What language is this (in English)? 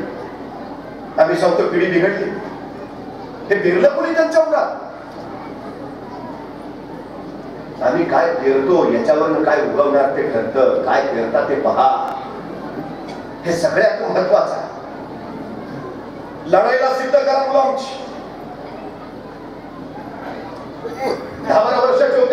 Marathi